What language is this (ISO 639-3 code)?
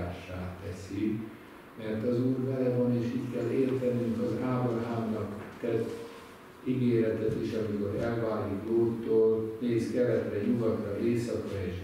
hun